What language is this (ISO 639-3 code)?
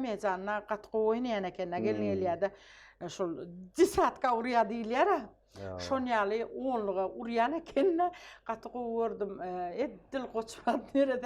tuk